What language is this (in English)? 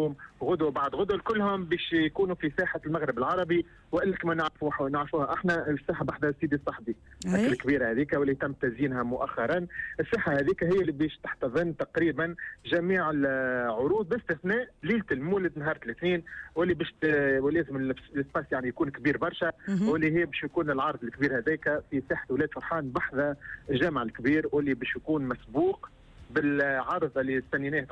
Tunisian Arabic